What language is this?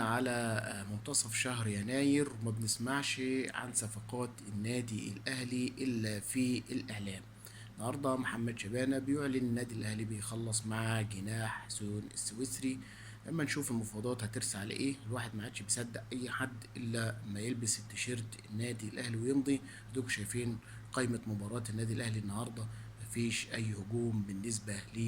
Egyptian Arabic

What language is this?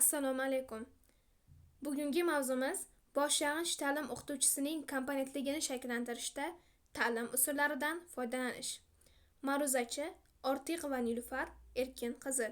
Uzbek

